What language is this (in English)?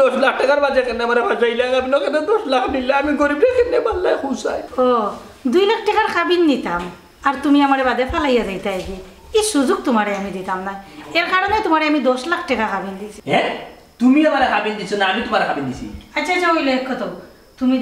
Sylheti